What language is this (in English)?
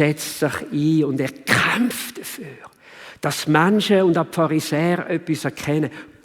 Swiss German